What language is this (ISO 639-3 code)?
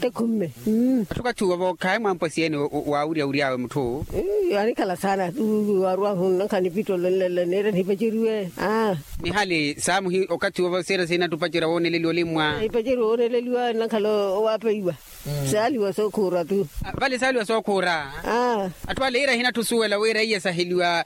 vmw